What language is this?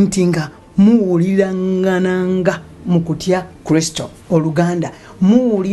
Ganda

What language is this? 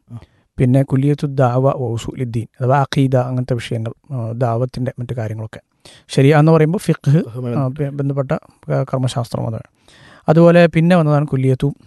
Malayalam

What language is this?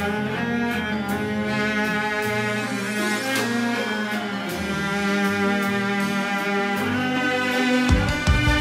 Turkish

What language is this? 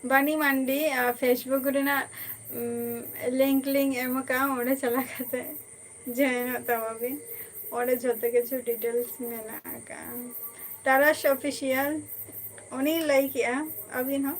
Santali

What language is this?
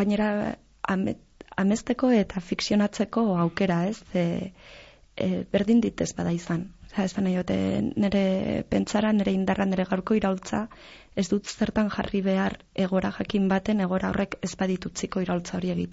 Basque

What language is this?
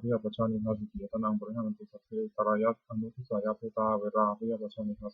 Pali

